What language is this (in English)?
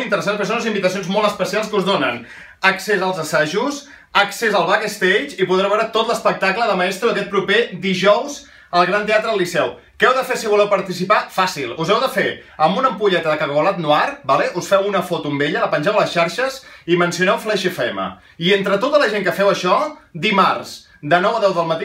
Catalan